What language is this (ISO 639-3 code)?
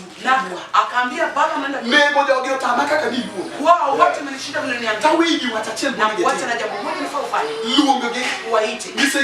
luo